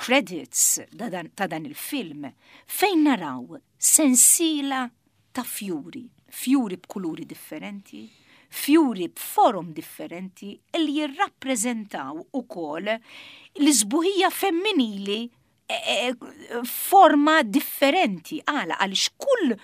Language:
Maltese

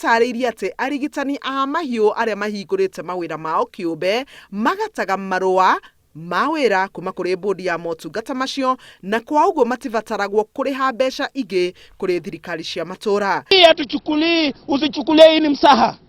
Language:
Kikuyu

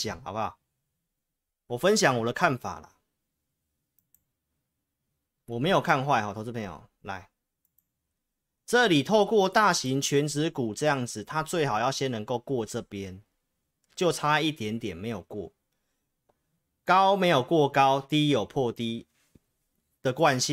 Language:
Chinese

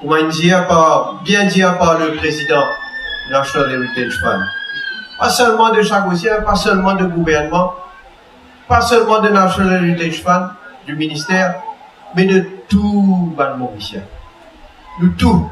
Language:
Morisyen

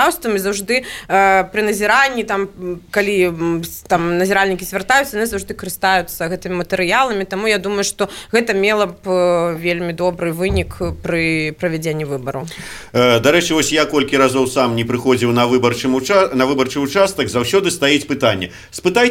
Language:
Belarusian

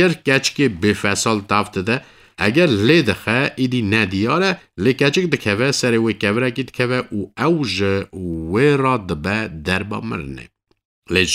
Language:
Kurdish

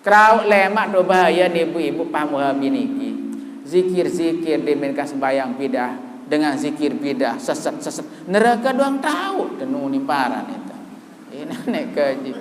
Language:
Sasak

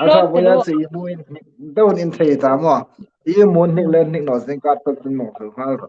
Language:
Hmar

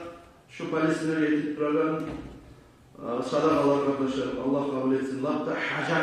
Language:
Kumyk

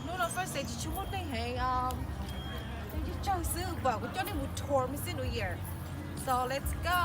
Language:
Hmong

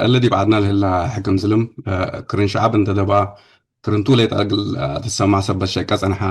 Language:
Tigre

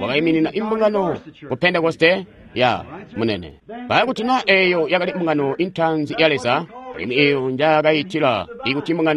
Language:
Tonga (Zambia)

